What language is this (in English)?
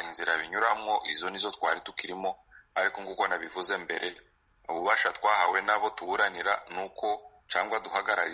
Kinyarwanda